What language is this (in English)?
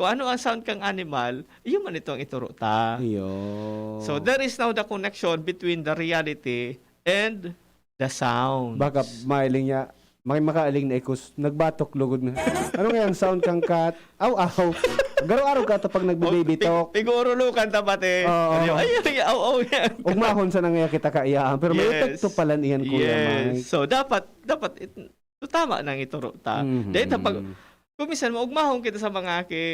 Bikol